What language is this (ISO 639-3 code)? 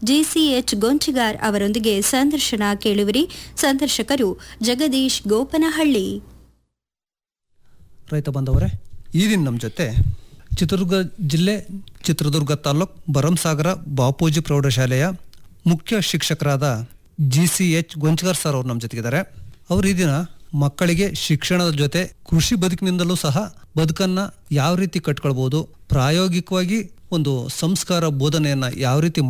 kan